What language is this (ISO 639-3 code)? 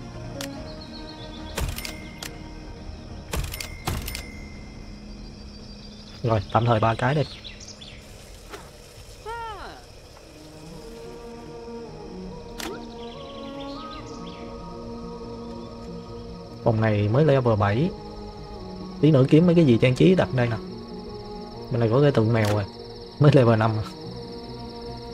vie